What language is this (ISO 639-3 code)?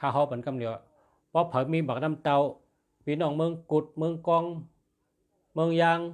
shn